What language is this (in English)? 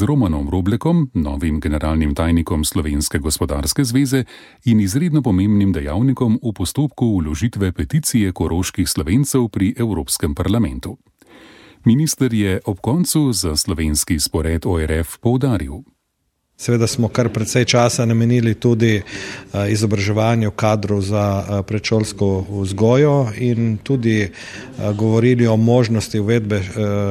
Slovenian